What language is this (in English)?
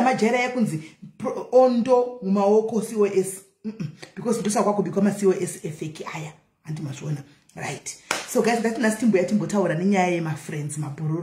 Shona